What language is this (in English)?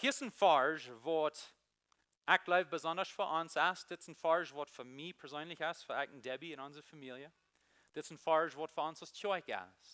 Plautdietsch